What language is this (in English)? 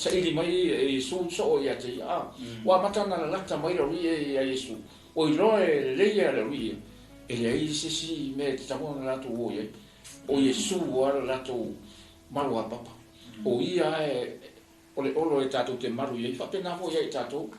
Samoan